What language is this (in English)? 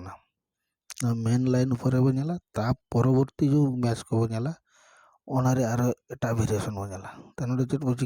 Santali